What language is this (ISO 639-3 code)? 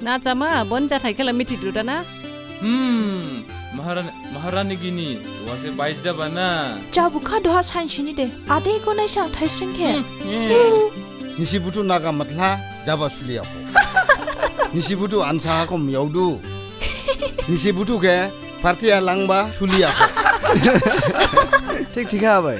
dis